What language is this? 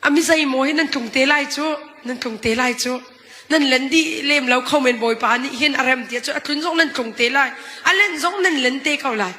Hakha Chin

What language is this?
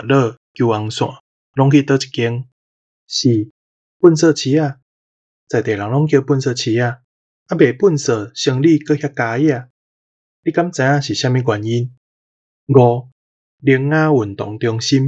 Min Nan Chinese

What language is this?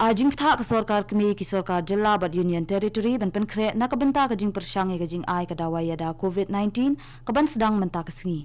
Khasi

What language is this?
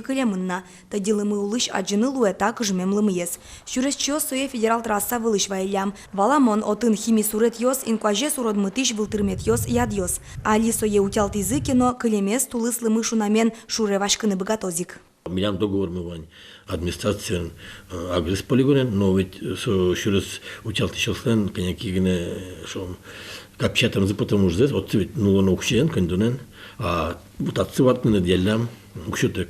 Udmurt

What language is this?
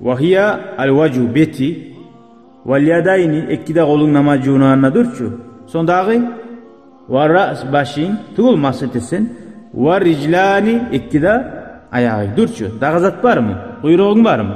Kumyk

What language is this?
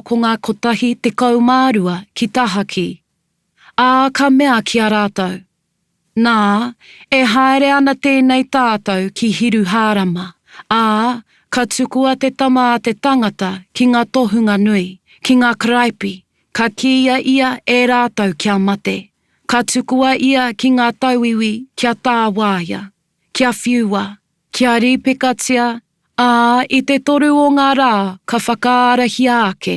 Māori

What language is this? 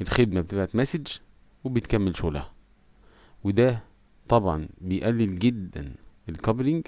Egyptian Arabic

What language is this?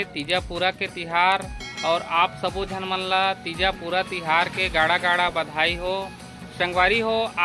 Chhattisgarhi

